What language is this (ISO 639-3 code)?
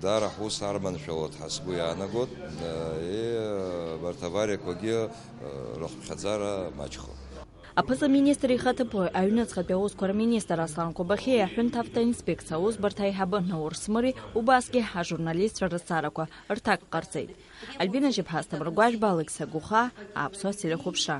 abk